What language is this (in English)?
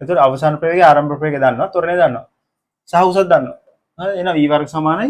Sinhala